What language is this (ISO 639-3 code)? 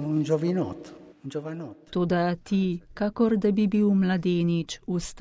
slv